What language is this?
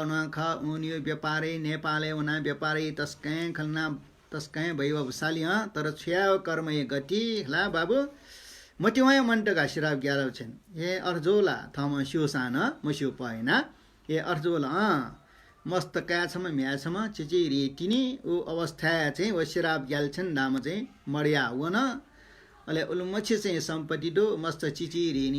Newari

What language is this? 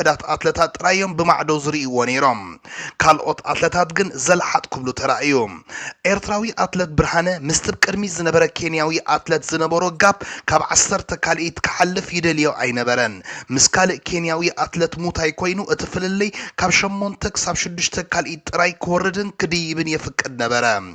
Tigrinya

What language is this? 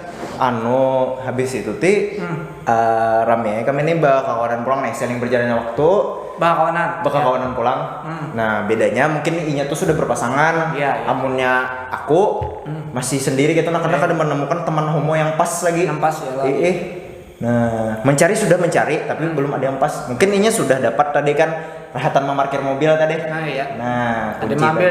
Banjar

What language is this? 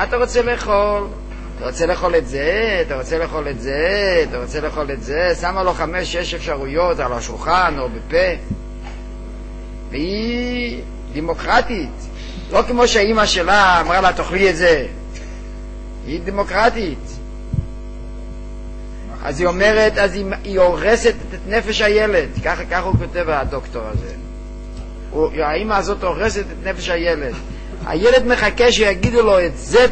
Hebrew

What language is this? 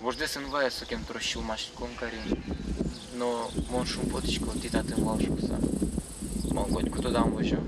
Udmurt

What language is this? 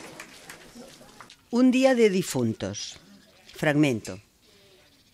Catalan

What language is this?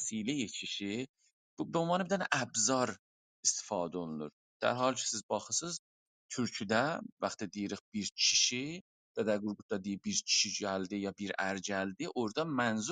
South Azerbaijani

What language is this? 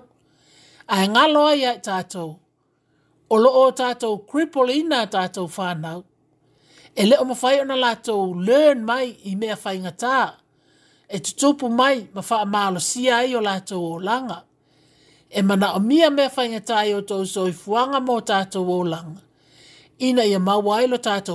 Samoan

